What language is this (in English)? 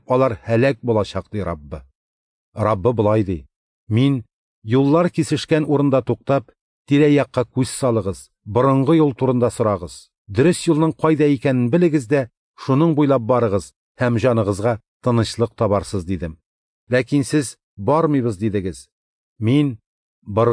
Tatar